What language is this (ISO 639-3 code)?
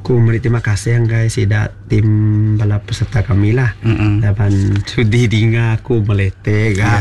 iba